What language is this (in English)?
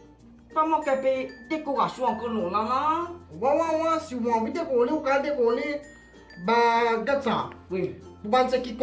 Morisyen